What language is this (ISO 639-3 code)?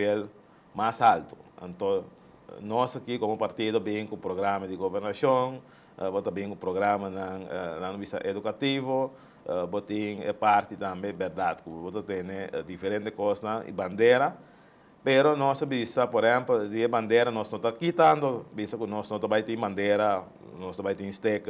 pap